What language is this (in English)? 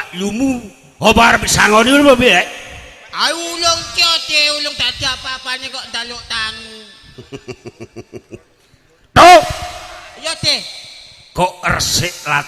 Javanese